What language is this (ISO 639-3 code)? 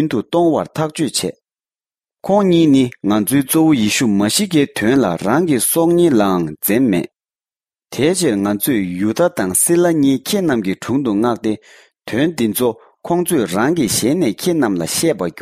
bod